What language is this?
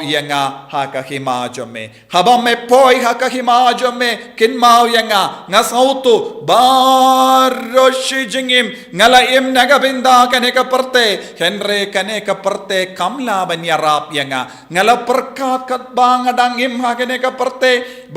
Khasi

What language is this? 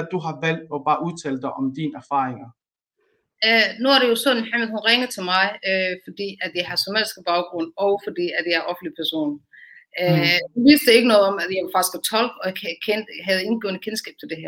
Danish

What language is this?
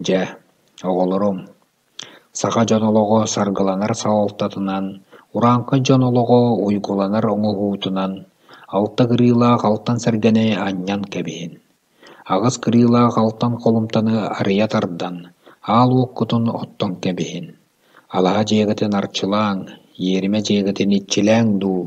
Yakut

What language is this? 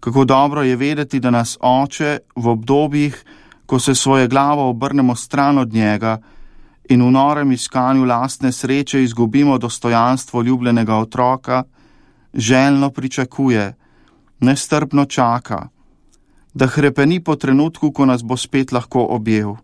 Slovenian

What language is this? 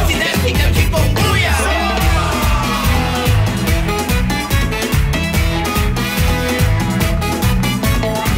Spanish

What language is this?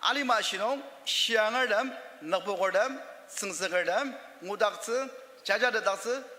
Ao Naga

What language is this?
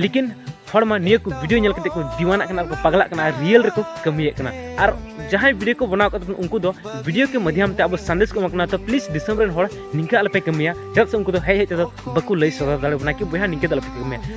Santali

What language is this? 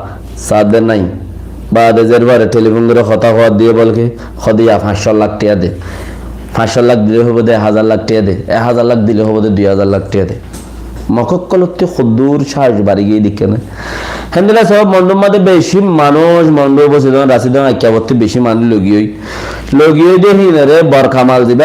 Rohingya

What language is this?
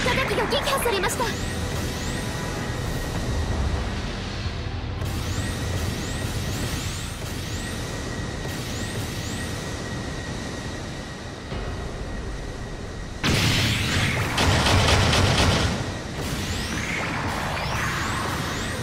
Japanese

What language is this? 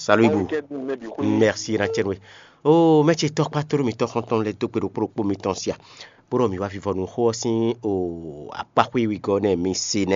Fon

